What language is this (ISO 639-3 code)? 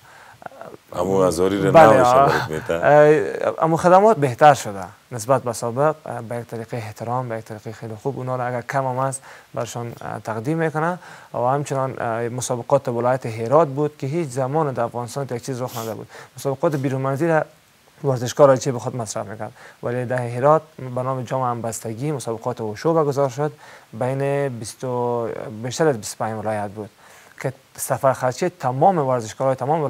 fas